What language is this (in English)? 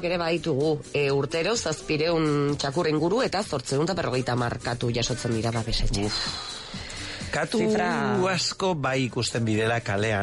Basque